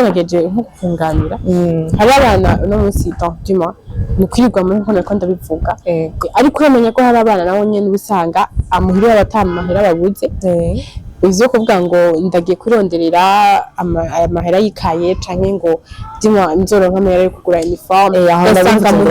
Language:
Rundi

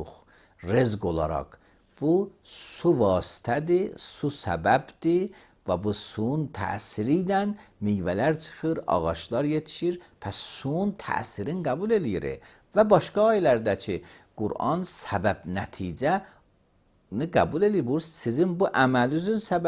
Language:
Azerbaijani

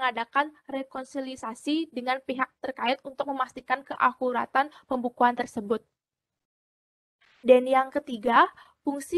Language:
Indonesian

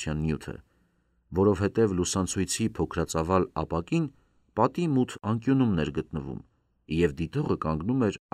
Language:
Armenian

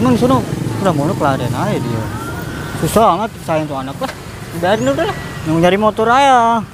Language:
Betawi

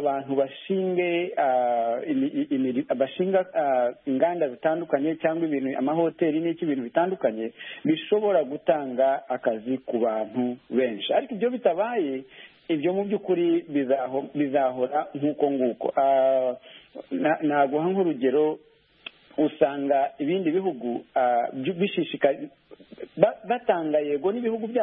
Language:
Kinyarwanda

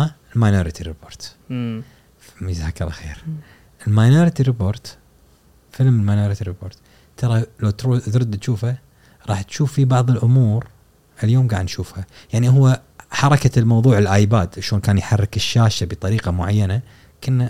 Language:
Gulf Arabic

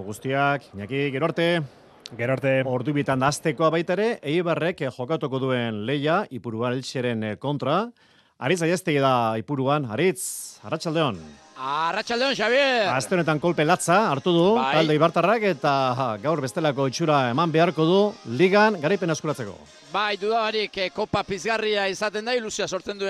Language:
Basque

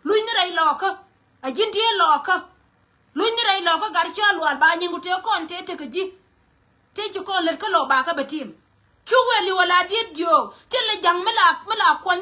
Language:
Nuer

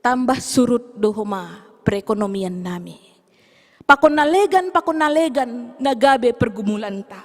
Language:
Batak Simalungun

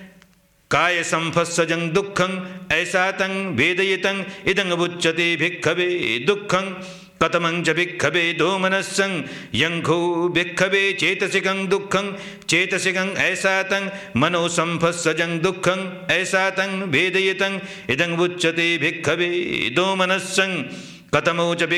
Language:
Pali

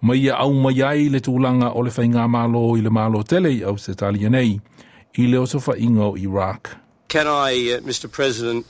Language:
Samoan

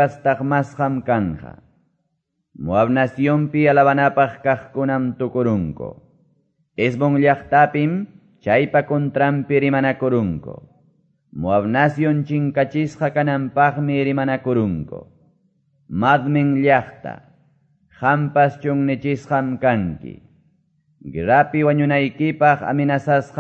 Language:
Quechua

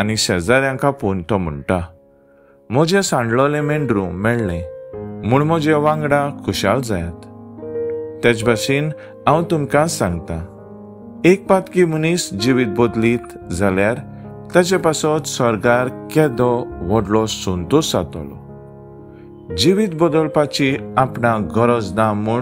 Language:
Konkani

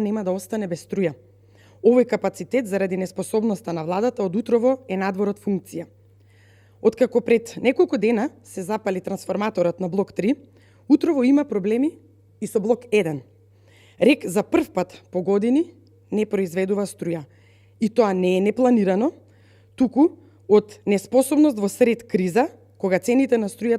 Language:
Macedonian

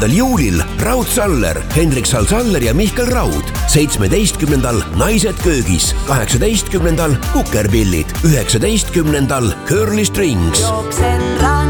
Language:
Estonian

